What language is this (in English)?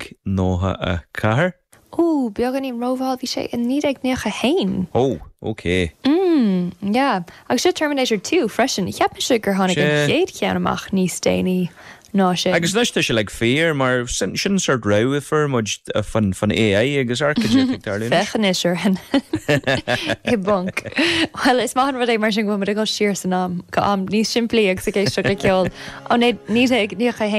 Irish